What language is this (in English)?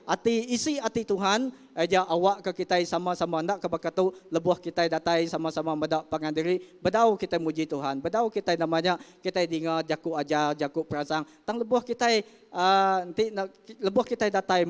Iban